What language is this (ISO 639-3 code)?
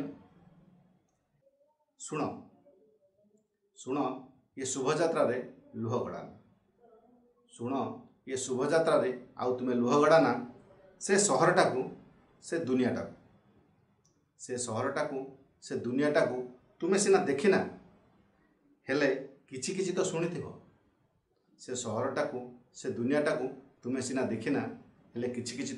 ori